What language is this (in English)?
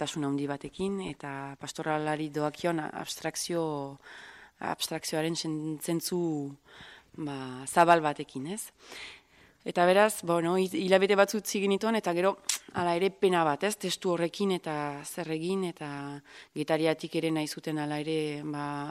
Basque